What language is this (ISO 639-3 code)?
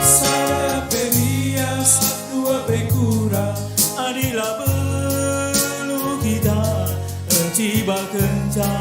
btx